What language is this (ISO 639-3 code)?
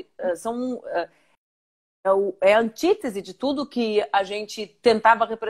por